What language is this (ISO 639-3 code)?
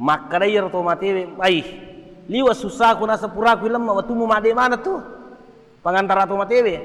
bug